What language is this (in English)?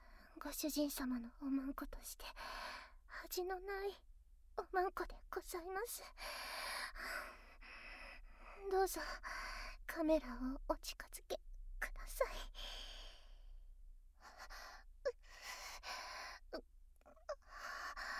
Japanese